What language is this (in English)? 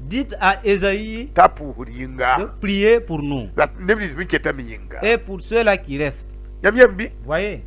Mossi